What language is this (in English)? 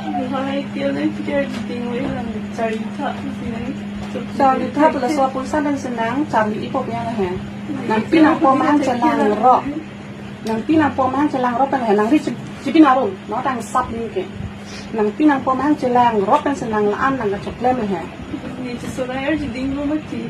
Karbi